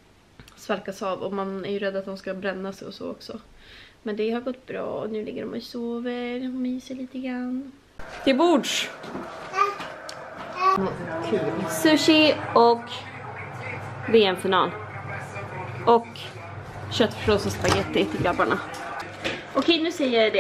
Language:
Swedish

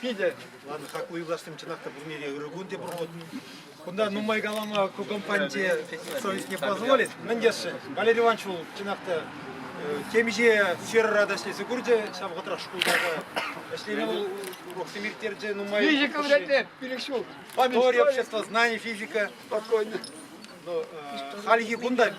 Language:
Chuvash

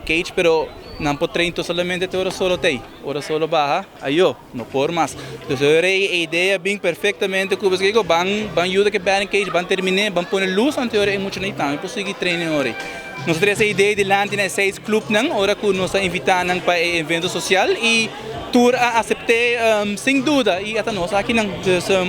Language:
Papiamento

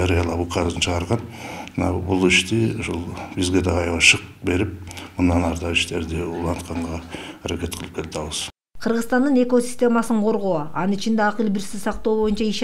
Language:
Kyrgyz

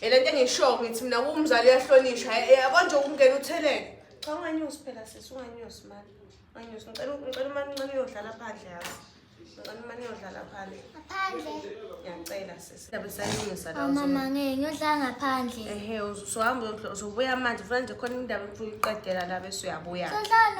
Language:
Zulu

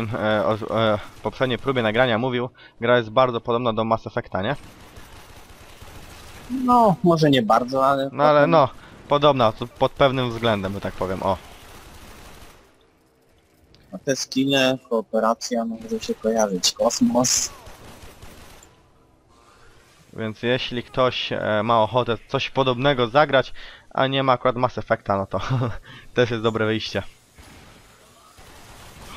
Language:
Polish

